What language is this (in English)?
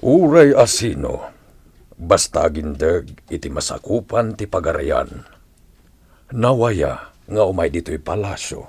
Iloko